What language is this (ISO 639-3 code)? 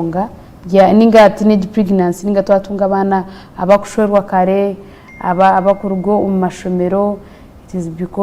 nyn